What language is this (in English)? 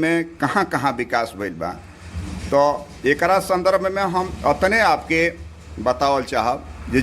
Bhojpuri